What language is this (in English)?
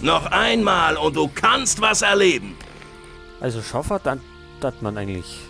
Bavarian